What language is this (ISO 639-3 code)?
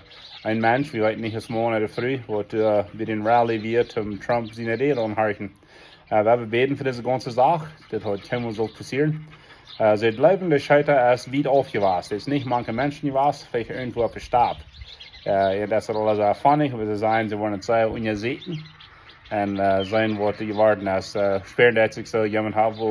pdt